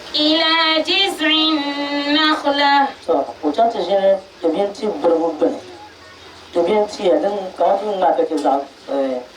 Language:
Dagbani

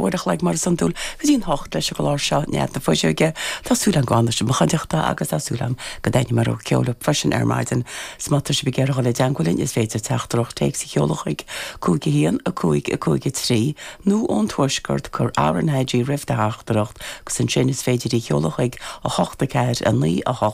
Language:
Irish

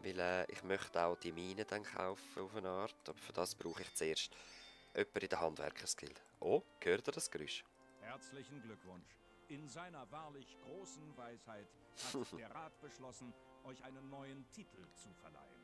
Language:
Swiss German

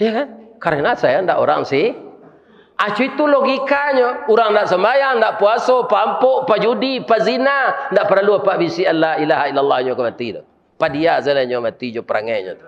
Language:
Minangkabau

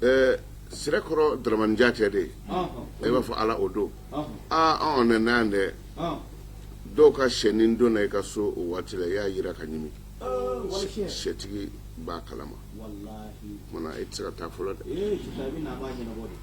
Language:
Bambara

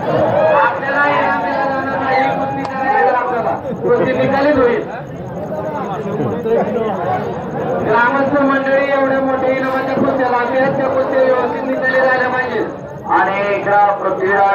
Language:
Marathi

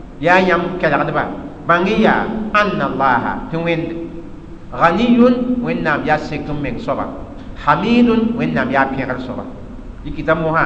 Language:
Mossi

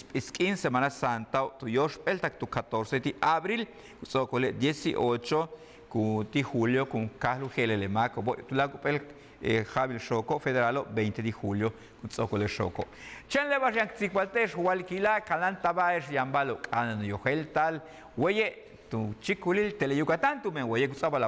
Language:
Yucateco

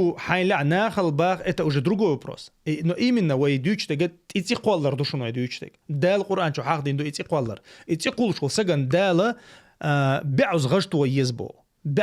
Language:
Chechen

